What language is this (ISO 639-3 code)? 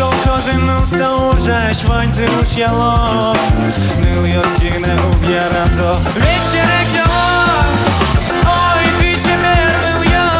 udm